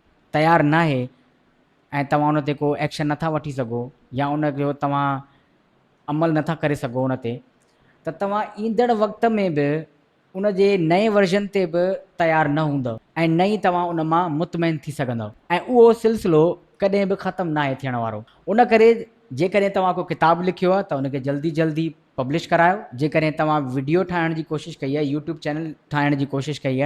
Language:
Sindhi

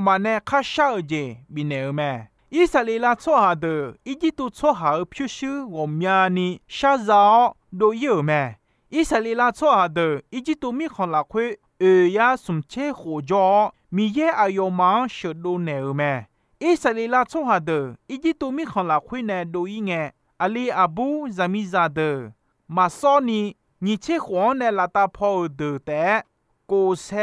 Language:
Akha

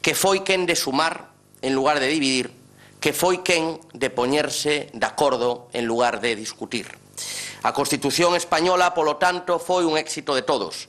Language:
Galician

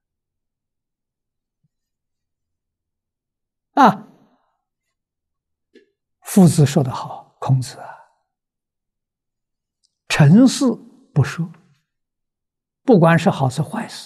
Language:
Chinese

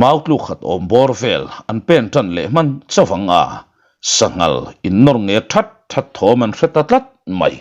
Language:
Mizo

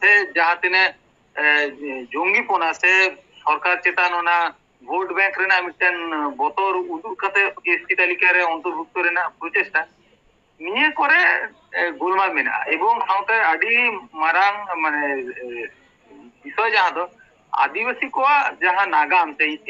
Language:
Santali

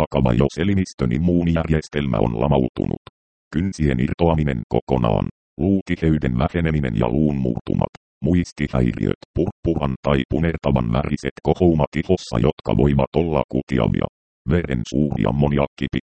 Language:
Finnish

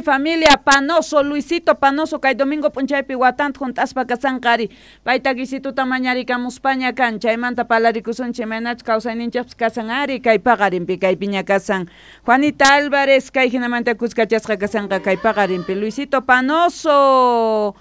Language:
South Bolivian Quechua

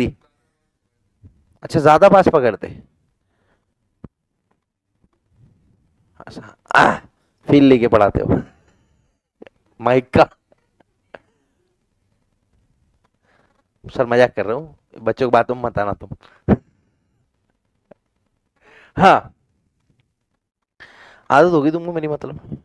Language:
Hindi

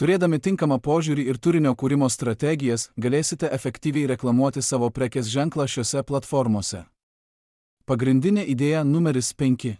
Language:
Lithuanian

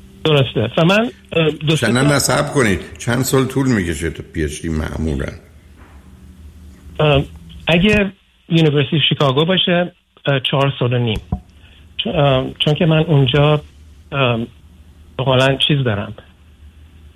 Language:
Persian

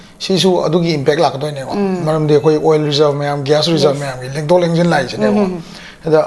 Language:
Manipuri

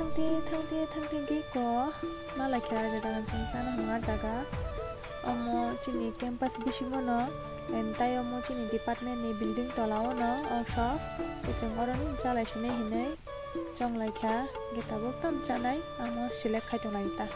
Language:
Kok Borok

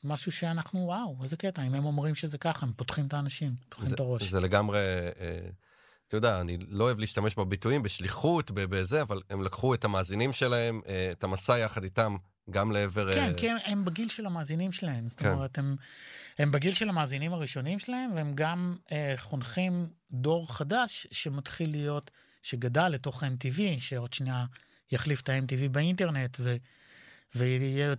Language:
Hebrew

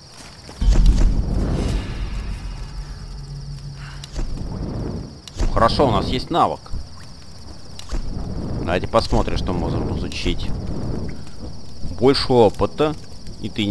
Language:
Russian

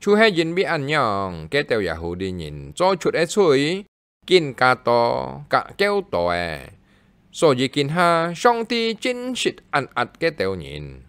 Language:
Hakka Chinese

